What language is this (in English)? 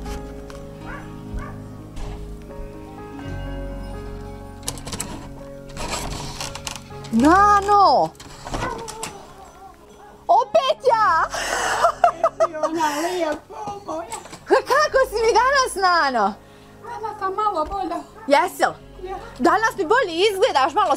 Bosnian